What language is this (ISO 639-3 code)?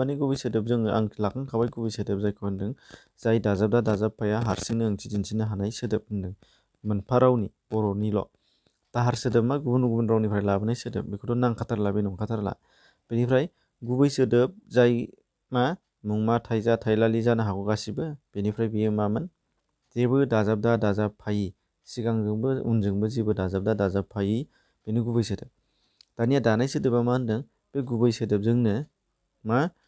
brx